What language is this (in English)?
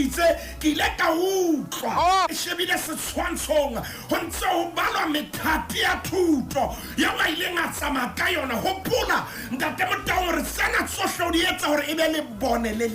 Southern Sotho